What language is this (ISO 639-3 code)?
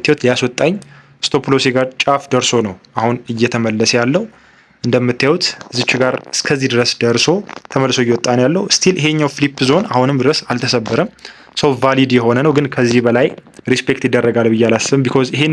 amh